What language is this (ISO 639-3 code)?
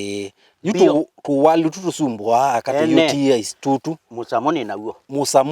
kam